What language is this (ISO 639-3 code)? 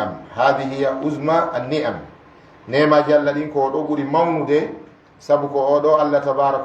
ful